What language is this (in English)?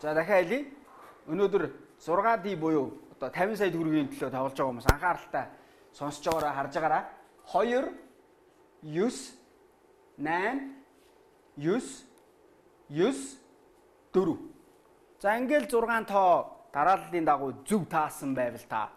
Mongolian